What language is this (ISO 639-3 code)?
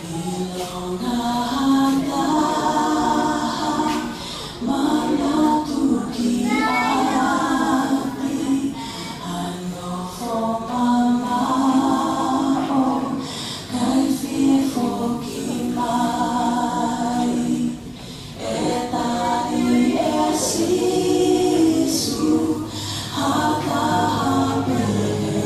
ton